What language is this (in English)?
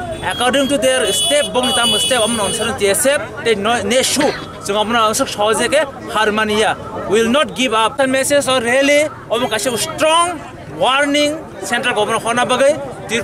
Kok Borok